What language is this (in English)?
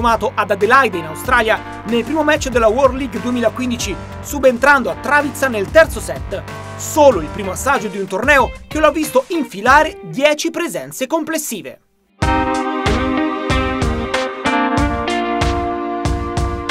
Italian